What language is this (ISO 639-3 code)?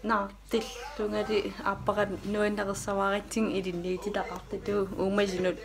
kal